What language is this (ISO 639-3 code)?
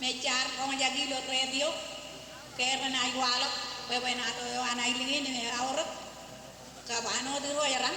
mah